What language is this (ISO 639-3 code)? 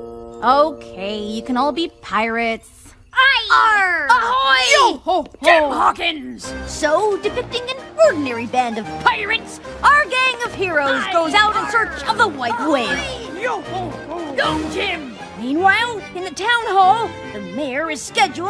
eng